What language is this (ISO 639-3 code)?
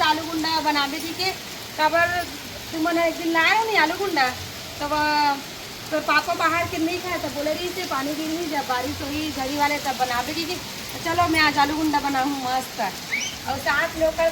hne